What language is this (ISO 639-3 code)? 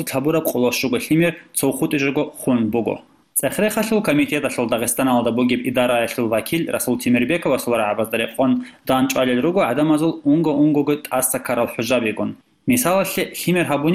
ava